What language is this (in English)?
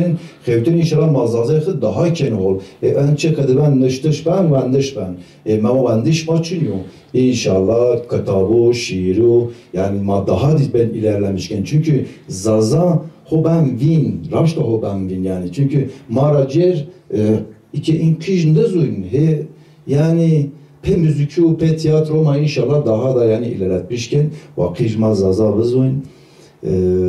Zaza